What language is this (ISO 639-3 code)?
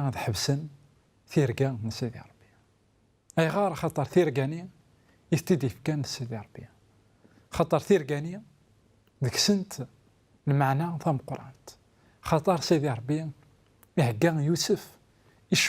kab